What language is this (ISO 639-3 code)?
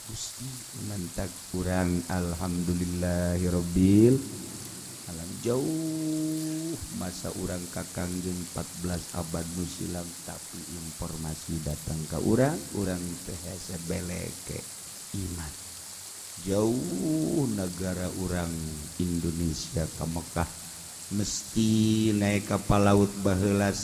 sun